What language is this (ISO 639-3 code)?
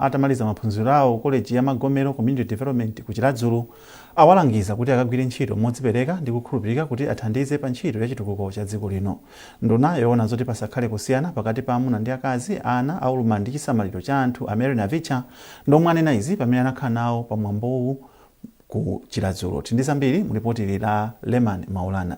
nya